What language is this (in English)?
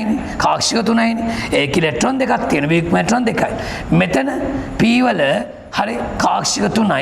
Sinhala